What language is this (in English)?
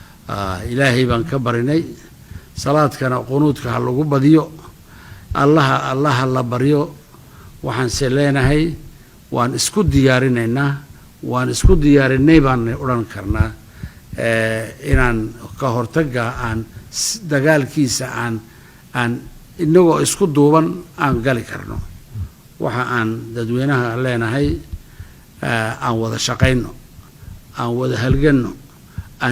Somali